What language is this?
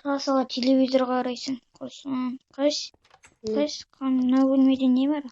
Kazakh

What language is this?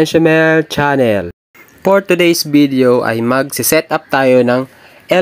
Filipino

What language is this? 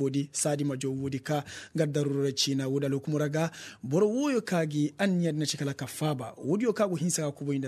Koyraboro Senni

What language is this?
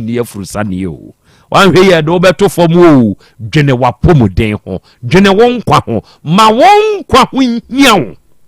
Akan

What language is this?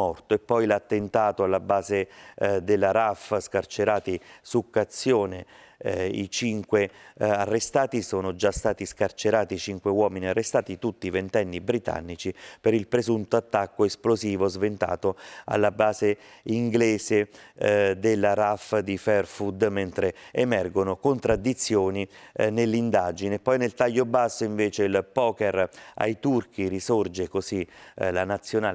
Italian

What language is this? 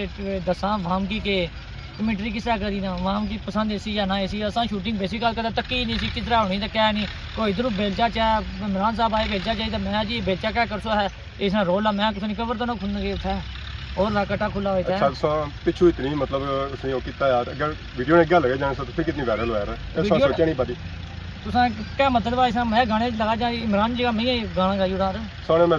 Pahari-Potwari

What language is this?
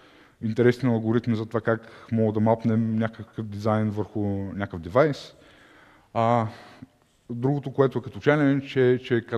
Bulgarian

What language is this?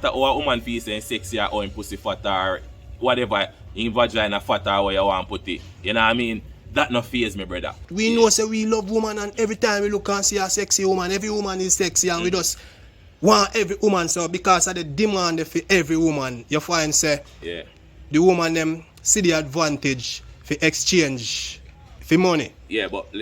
Jamaican Creole English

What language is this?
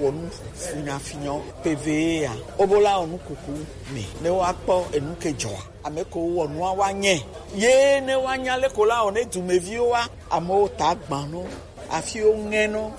Gen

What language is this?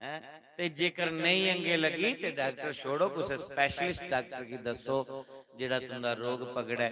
Dogri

